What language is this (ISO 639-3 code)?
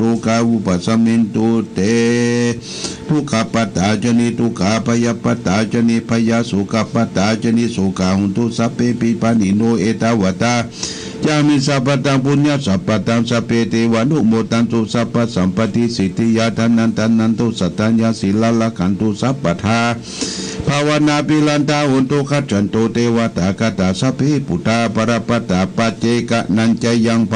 pli